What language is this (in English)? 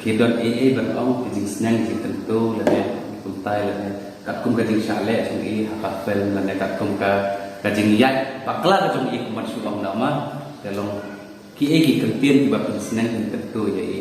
Khasi